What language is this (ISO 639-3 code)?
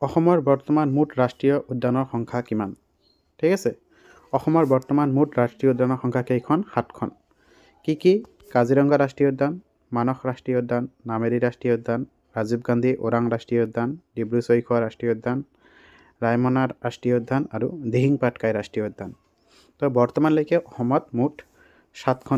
asm